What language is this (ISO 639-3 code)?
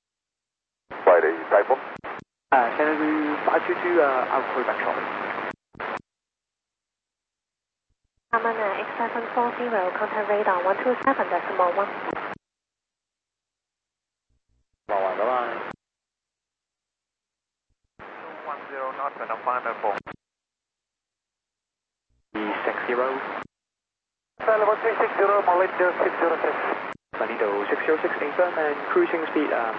eng